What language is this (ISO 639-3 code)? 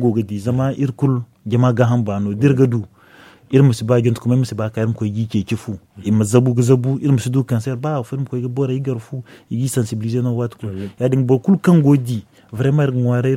dje